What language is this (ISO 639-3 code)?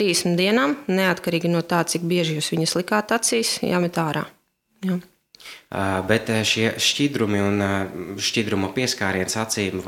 lav